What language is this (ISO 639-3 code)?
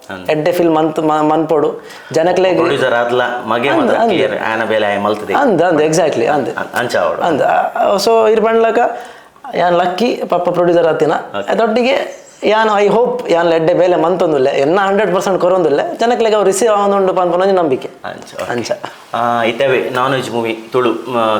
tcy